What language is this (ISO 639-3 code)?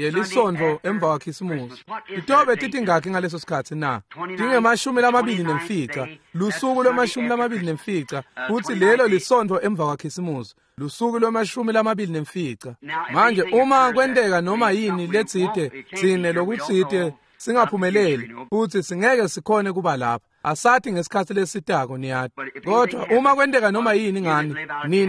ssw